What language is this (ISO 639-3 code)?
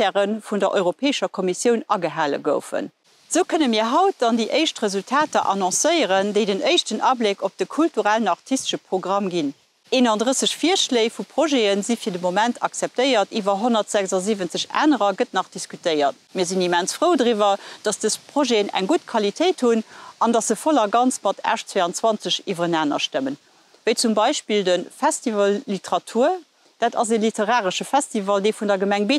ltz